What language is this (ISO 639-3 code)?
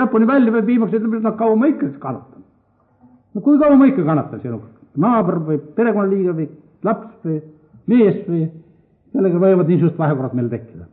est